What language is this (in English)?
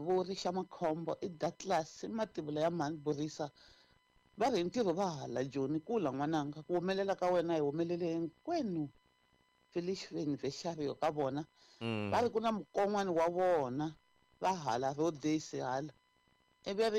Tsonga